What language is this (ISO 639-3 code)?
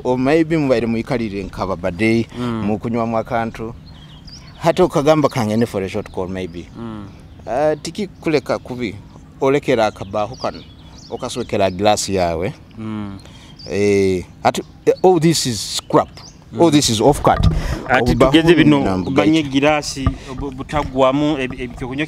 nyo